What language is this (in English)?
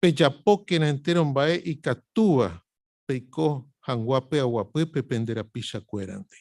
Guarani